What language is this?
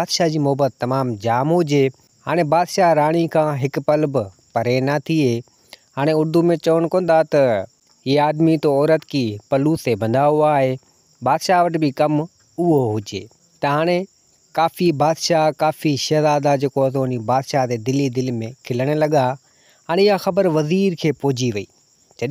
Sindhi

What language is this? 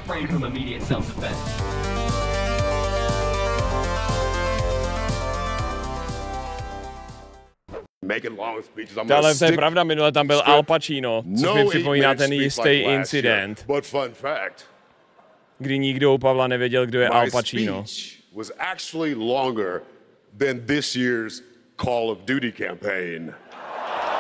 Czech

